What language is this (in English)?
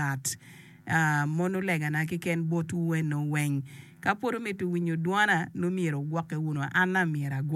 Acoli